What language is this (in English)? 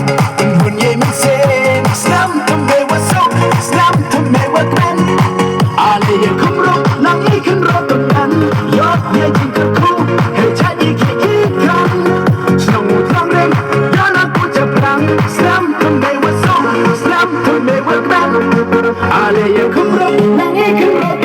Khasi